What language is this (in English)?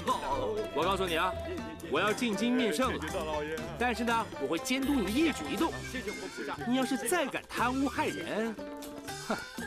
Chinese